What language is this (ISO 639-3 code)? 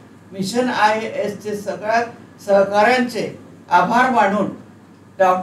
mar